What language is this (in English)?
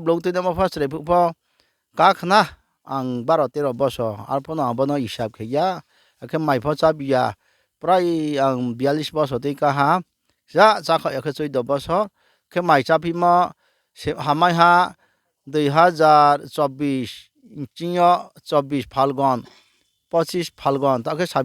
Riang (India)